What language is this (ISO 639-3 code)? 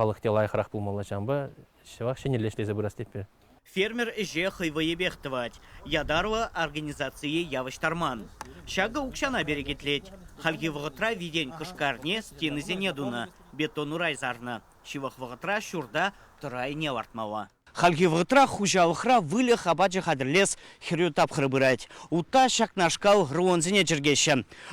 chv